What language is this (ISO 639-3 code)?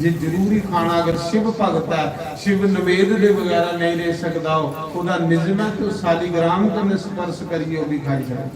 doi